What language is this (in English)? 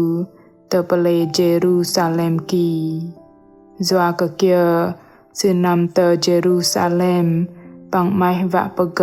Bahnar